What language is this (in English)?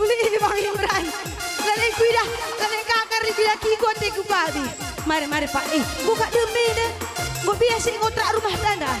Batak Karo